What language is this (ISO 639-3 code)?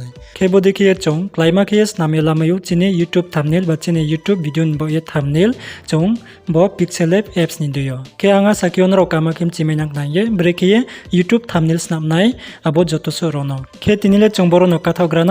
ria